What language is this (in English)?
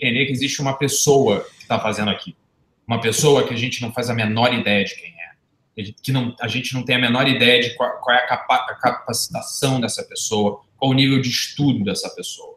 Portuguese